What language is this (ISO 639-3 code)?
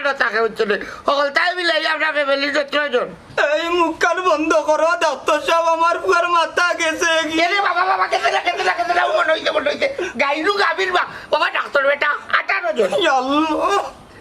syl